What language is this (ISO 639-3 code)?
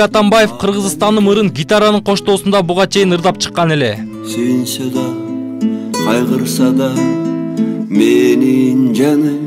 kir